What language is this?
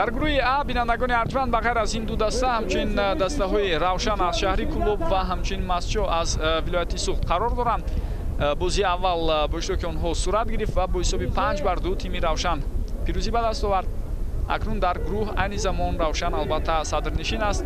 Tajik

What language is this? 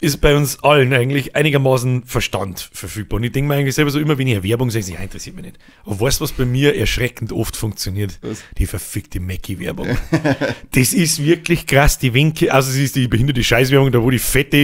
Bavarian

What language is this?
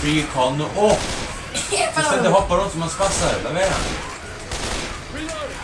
Faroese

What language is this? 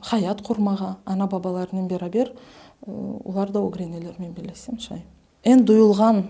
Crimean Tatar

